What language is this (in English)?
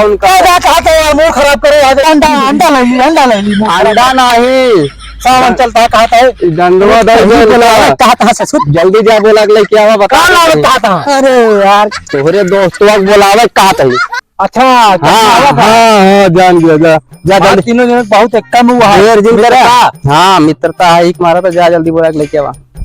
Awadhi